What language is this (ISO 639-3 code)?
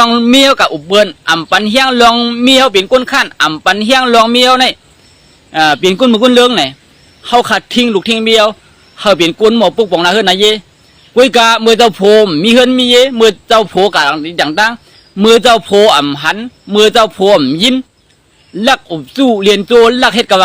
shn